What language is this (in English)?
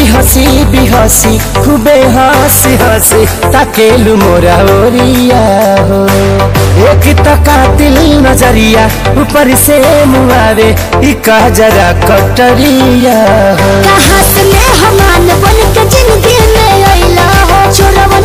Bhojpuri